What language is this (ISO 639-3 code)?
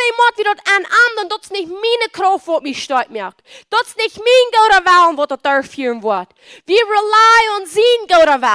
pdt